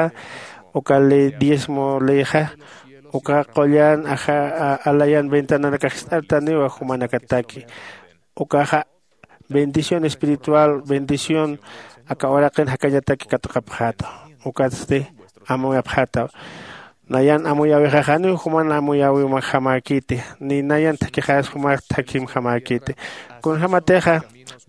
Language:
Aymara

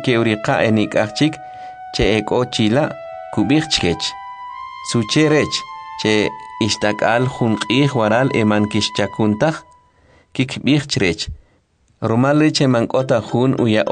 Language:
Kʼicheʼ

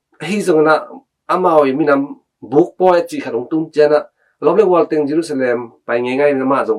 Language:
Tedim Chin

